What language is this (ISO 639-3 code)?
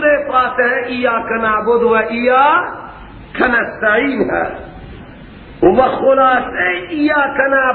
fas